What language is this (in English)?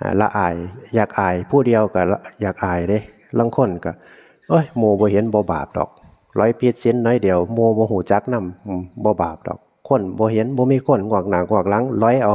Northeastern Thai